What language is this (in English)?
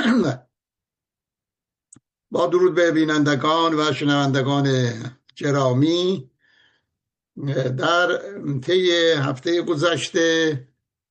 Persian